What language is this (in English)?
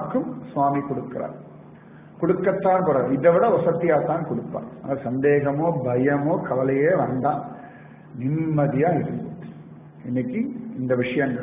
Tamil